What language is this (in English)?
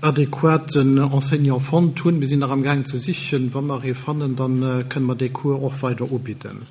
Luxembourgish